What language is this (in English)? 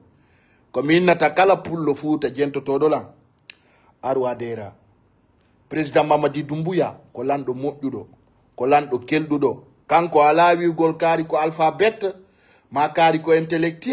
Fula